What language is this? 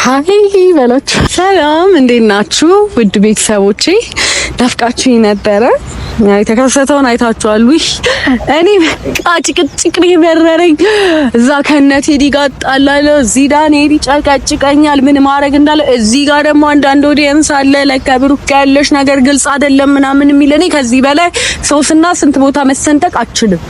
Amharic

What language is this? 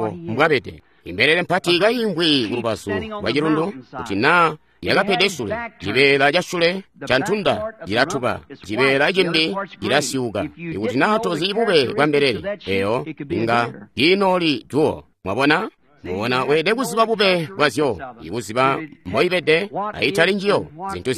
Tonga (Zambia)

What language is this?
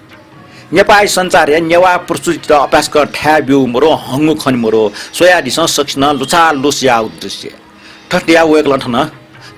Newari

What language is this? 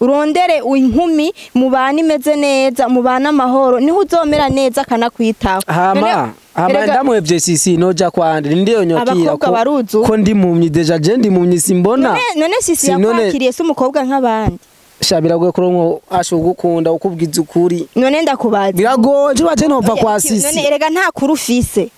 Rundi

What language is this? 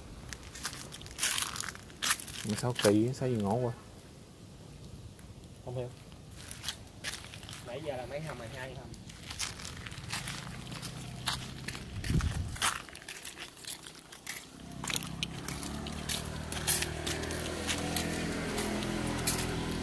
Vietnamese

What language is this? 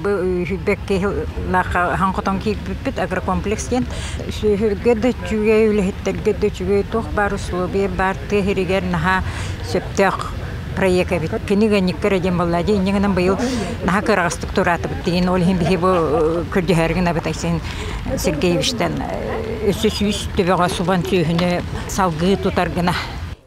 Yakut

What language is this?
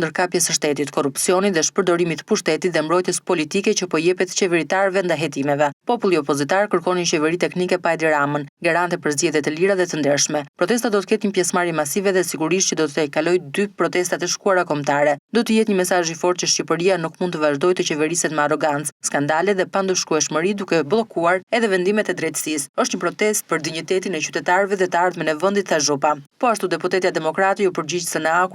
Albanian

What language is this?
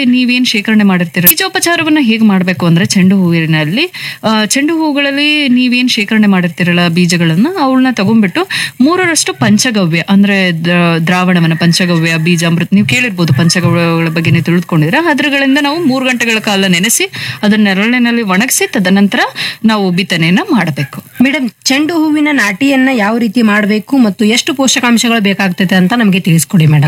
Kannada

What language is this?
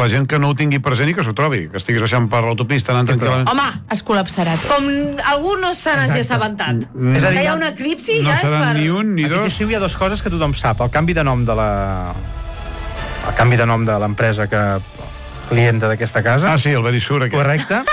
Catalan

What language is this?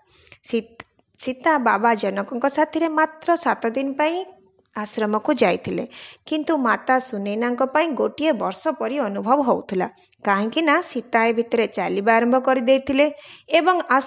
Odia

